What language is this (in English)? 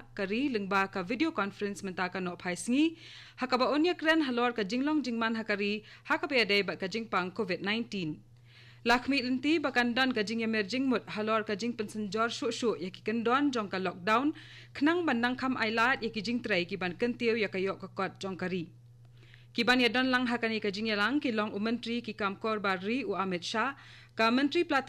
Khasi